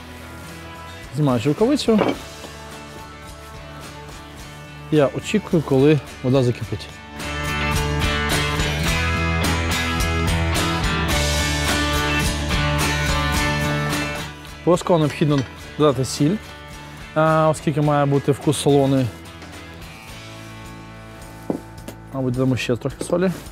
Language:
Ukrainian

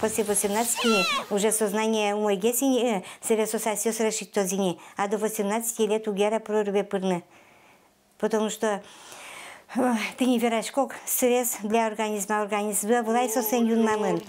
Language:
Udmurt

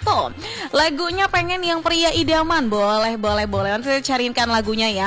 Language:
Indonesian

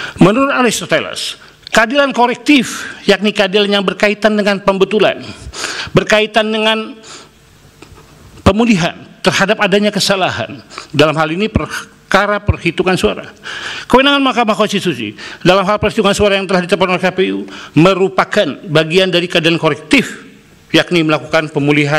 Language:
Indonesian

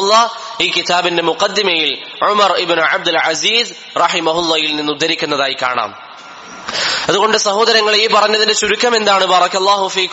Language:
Malayalam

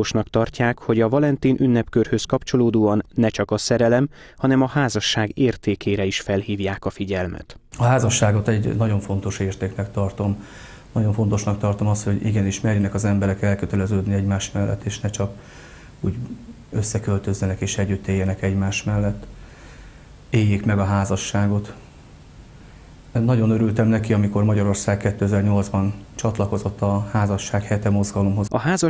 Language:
Hungarian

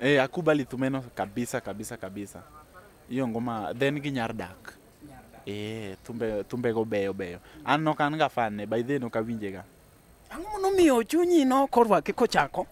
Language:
Luo (Kenya and Tanzania)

